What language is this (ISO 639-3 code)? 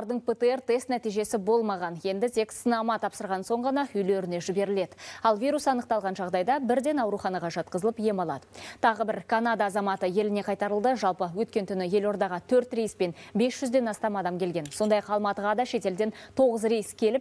kaz